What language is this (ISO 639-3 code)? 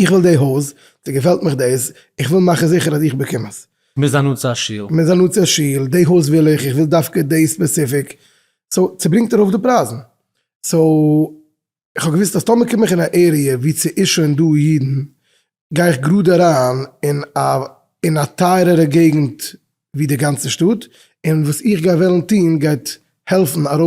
yid